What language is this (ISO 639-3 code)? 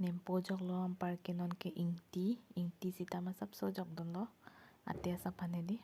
mjw